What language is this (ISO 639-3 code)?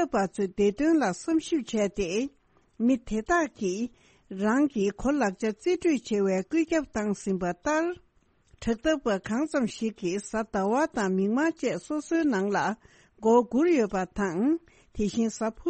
bod